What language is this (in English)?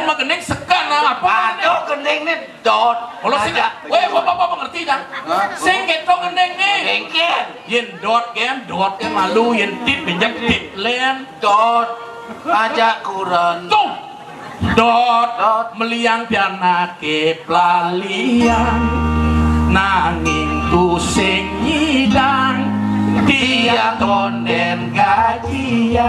Balinese